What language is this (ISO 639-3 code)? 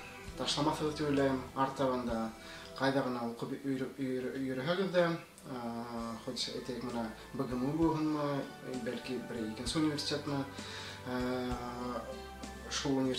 bak